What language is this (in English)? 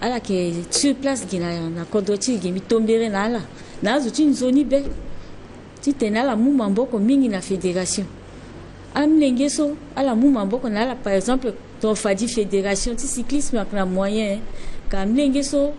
Sango